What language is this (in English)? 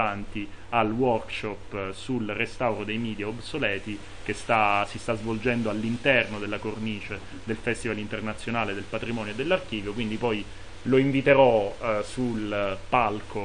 Italian